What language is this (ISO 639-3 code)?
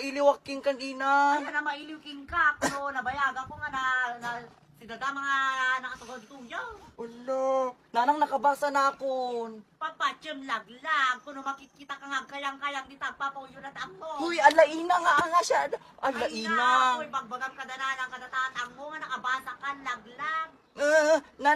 ilo